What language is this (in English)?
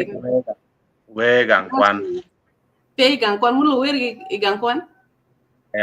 Acoli